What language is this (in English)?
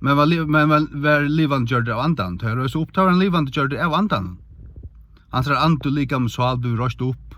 Faroese